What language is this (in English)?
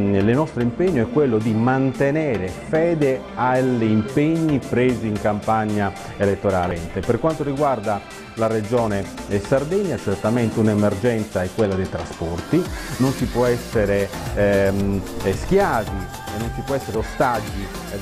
Italian